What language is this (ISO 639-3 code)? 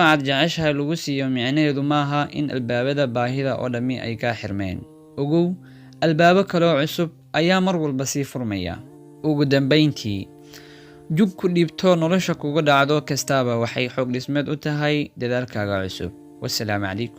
som